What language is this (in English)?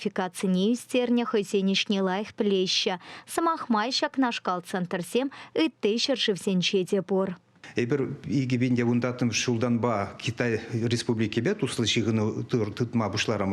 Chuvash